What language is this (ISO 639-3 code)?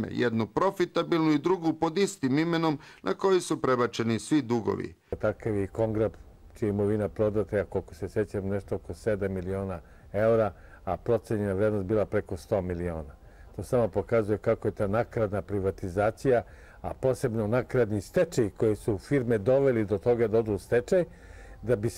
srp